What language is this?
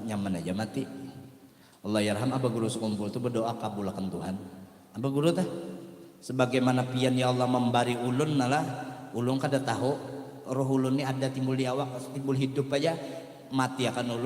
Banjar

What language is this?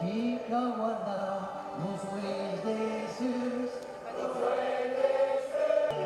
Occitan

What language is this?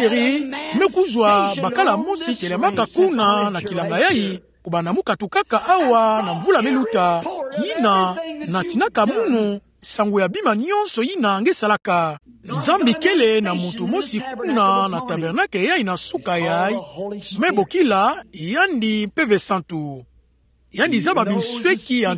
Kituba (Democratic Republic of Congo)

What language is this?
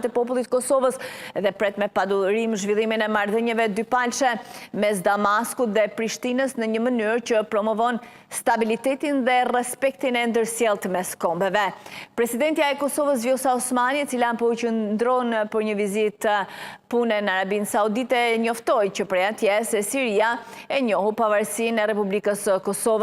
Albanian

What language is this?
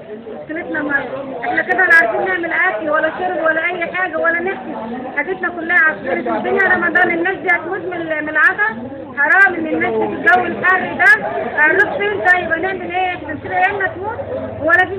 Egyptian Arabic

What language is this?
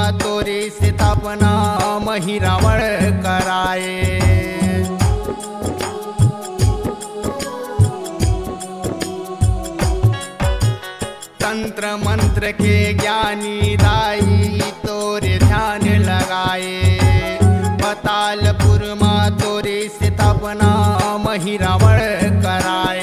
Chhattisgarhi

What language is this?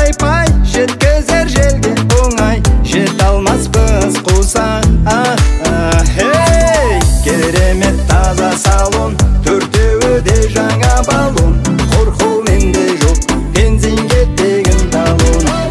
Kazakh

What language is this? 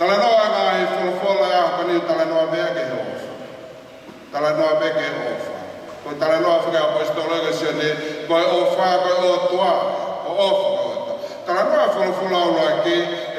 Tongan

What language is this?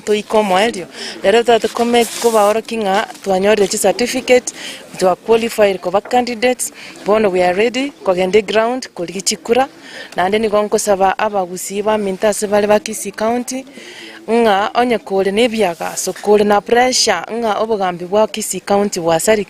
Gusii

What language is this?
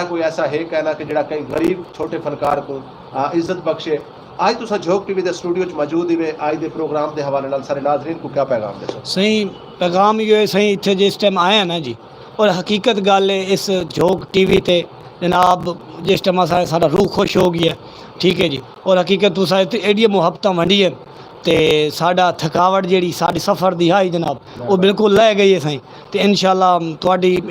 Saraiki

